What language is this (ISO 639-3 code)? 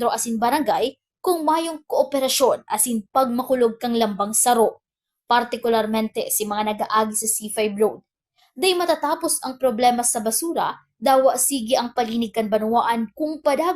bik